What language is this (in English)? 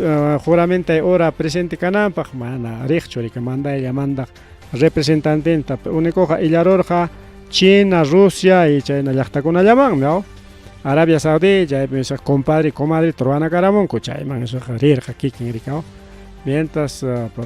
Ayacucho Quechua